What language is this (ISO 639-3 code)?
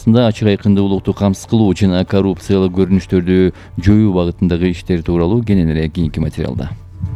kir